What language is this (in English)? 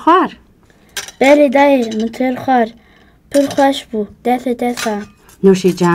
Kurdish